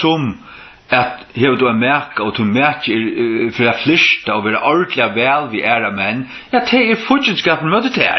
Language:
Faroese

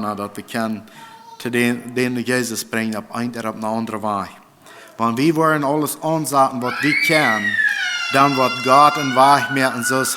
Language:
Plautdietsch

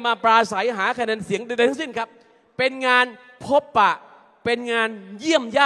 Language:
Thai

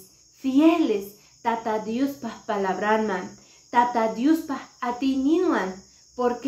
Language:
Quechua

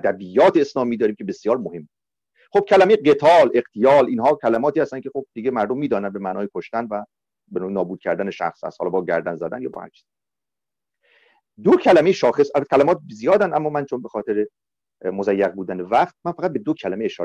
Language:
Persian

